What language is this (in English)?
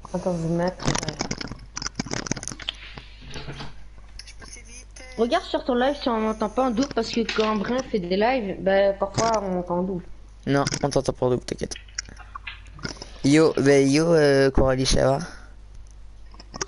French